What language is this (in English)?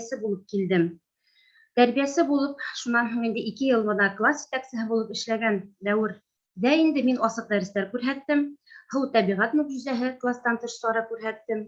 Bashkir